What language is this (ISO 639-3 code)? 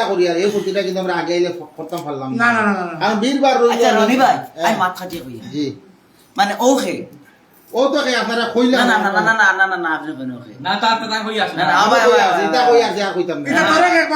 syl